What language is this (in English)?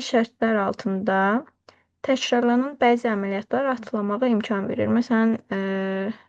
Azerbaijani